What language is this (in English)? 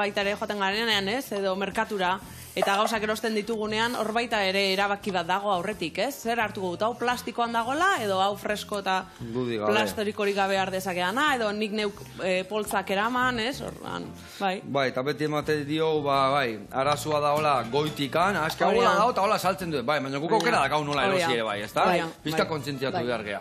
Basque